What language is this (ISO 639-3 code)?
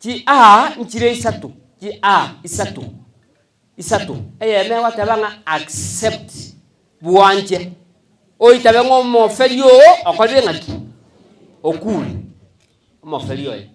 guz